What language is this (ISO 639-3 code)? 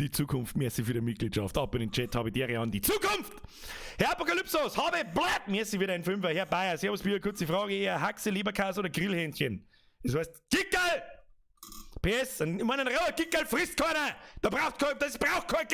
bar